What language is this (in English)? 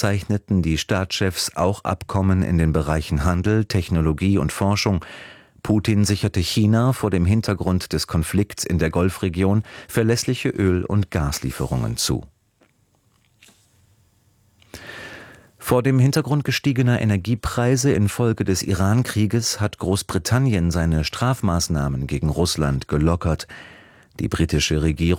German